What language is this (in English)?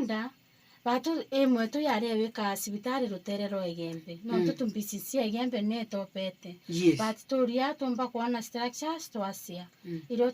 Meru